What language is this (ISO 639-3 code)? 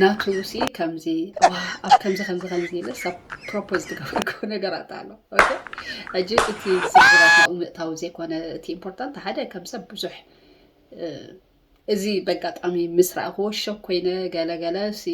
tir